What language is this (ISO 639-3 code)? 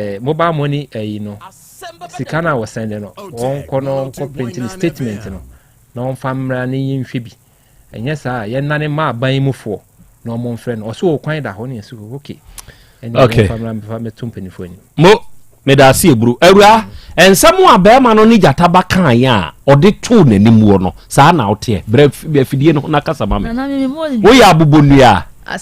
aka